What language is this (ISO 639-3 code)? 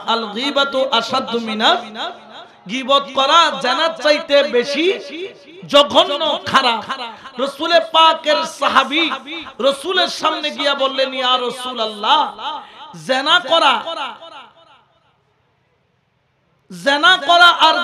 ben